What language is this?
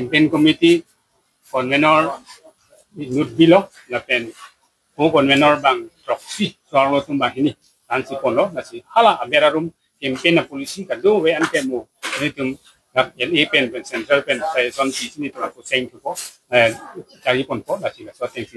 Karbi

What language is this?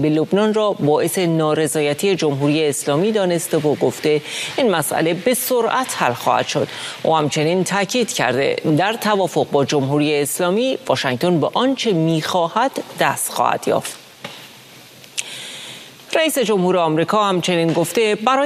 Persian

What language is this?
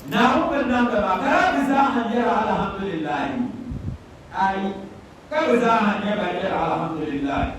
Dagbani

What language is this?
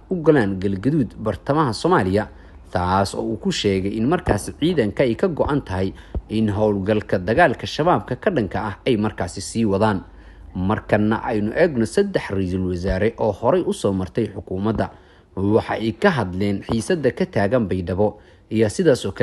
Somali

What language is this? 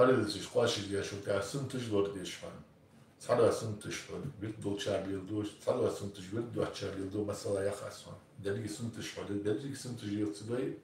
Ingush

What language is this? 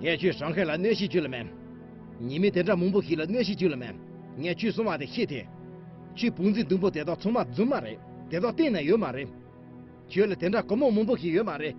Tibetan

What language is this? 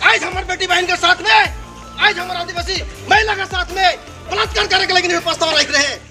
Sadri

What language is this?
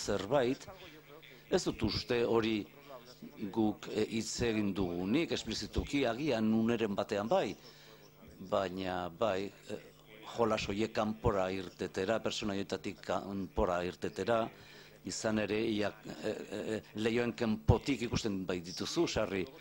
Basque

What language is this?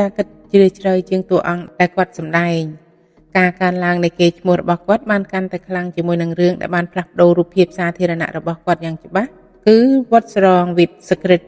Khmer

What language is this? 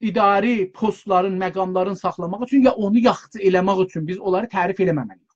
South Azerbaijani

